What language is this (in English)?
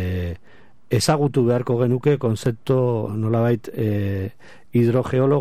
Basque